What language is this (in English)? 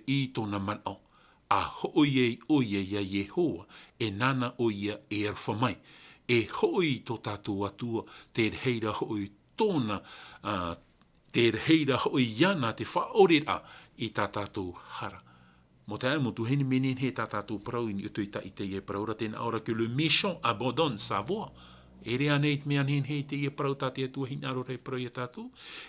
Tahitian